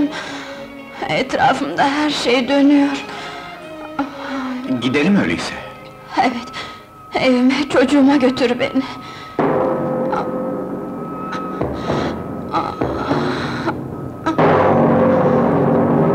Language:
Turkish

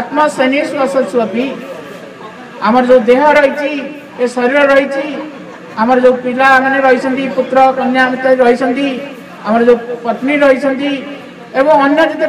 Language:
Odia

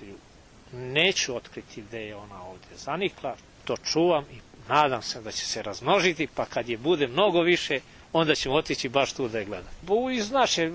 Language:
Serbian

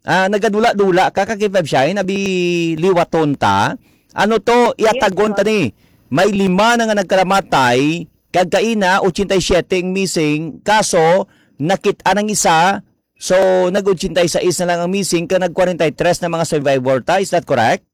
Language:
Hiligaynon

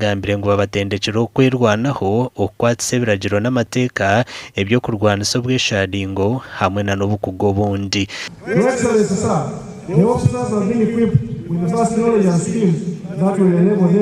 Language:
Nyankole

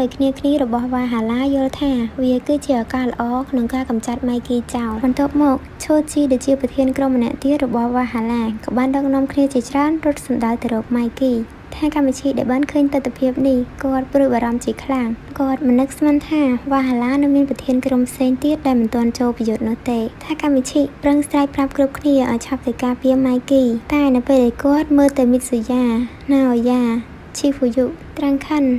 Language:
Khmer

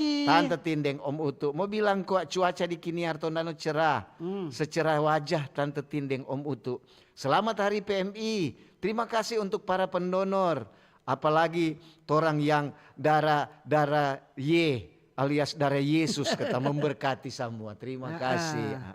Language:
Manado Malay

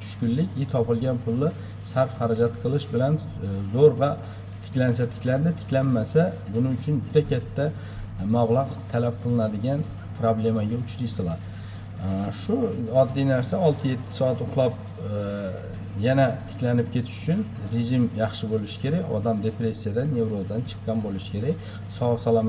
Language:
Uzbek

